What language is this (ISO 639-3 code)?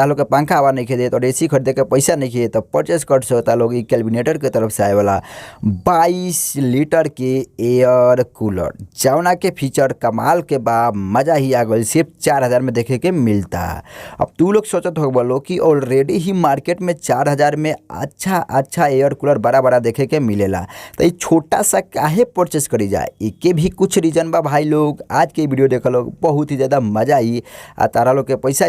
bho